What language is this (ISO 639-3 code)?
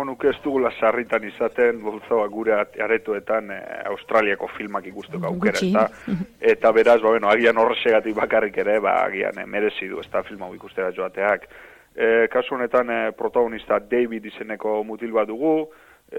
eus